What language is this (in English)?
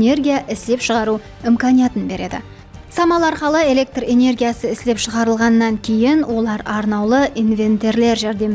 Kara-Kalpak